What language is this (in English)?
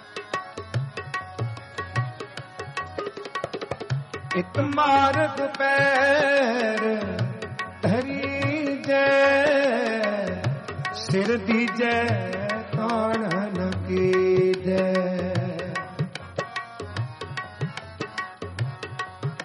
Hindi